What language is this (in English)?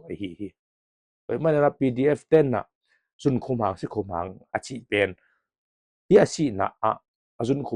Tedim Chin